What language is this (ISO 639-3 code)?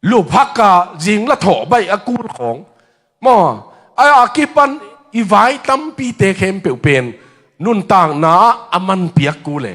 ctd